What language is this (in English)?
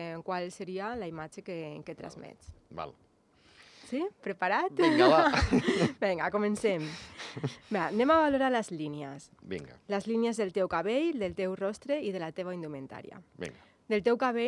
Catalan